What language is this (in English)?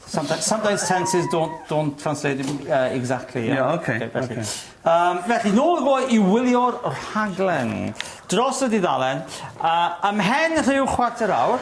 Welsh